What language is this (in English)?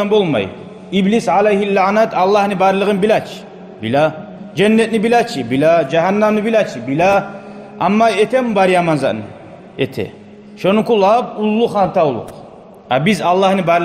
Kumyk